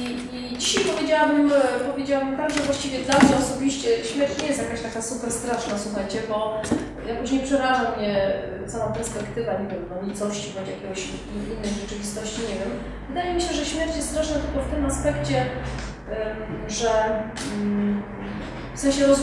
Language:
Polish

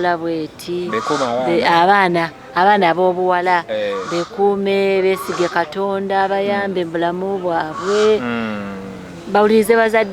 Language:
Ganda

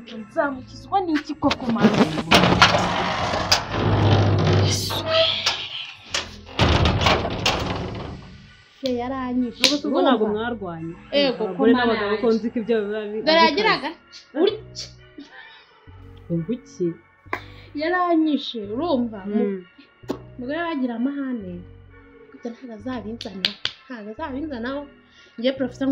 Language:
Kinyarwanda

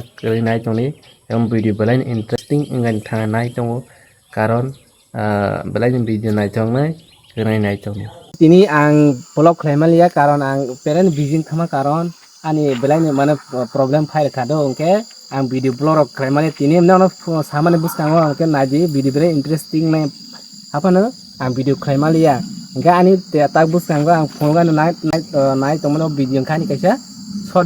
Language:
Kok Borok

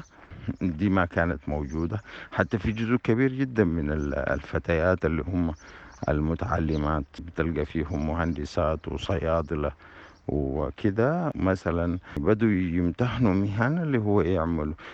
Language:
Sudanese Arabic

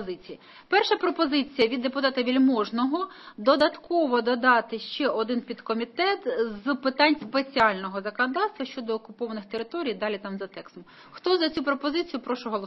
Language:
Ukrainian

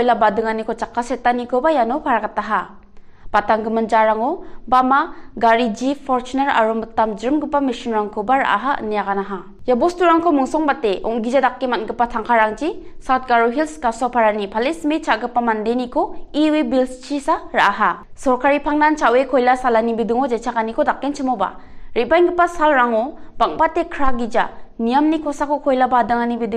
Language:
Garo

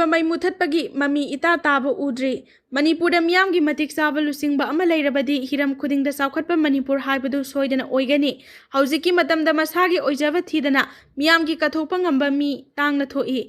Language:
Manipuri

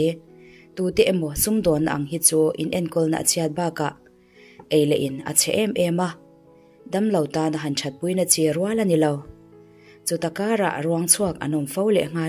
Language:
Mizo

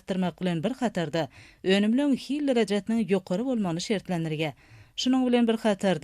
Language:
Turkmen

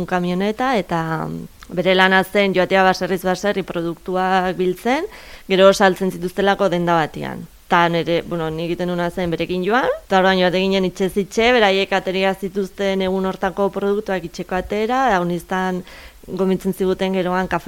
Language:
Basque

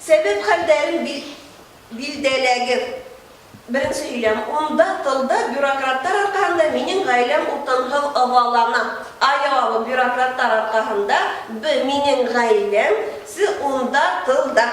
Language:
Bashkir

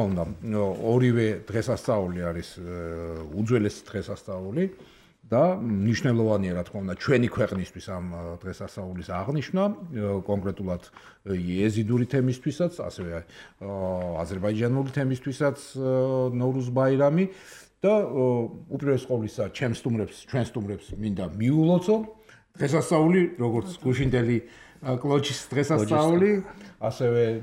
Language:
Georgian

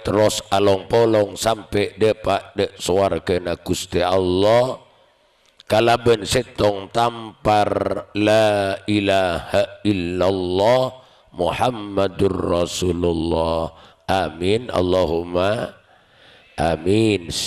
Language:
Madurese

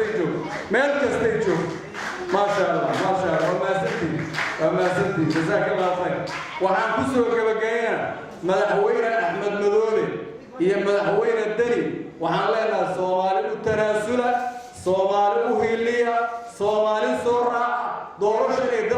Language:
Somali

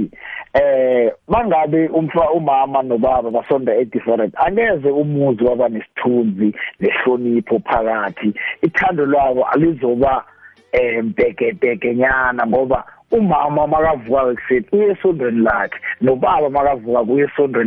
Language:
South Ndebele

